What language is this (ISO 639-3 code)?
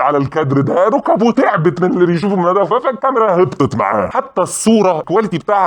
arz